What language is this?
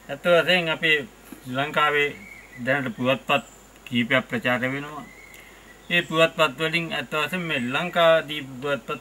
Sinhala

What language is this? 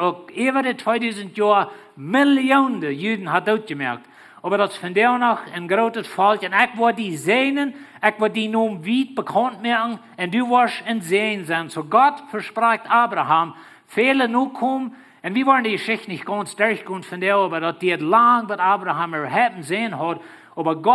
Plautdietsch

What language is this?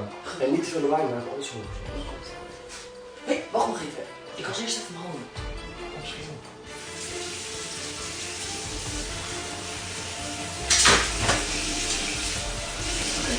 Dutch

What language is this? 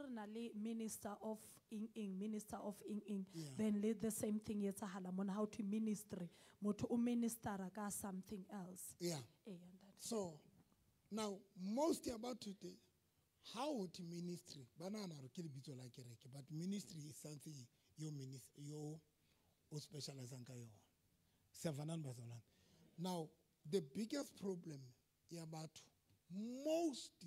Southern Sotho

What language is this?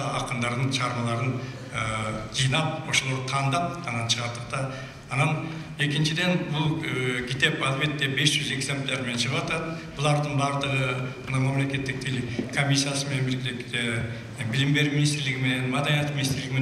Kyrgyz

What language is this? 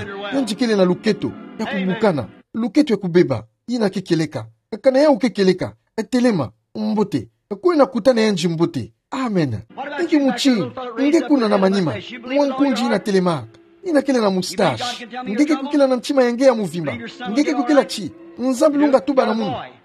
Kituba (Democratic Republic of Congo)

